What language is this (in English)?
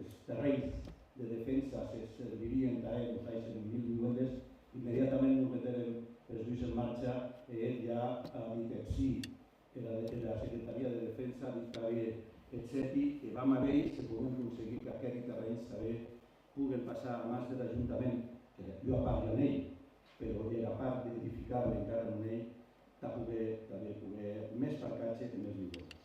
Occitan